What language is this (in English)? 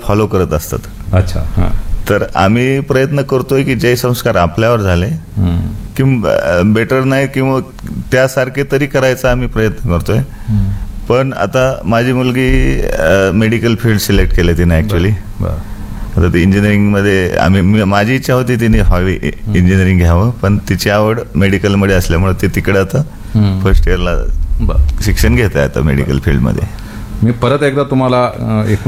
Marathi